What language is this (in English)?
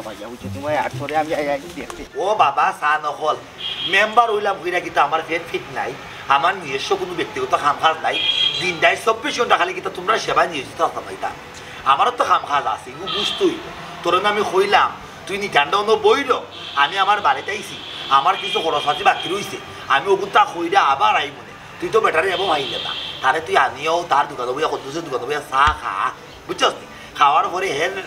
Sylheti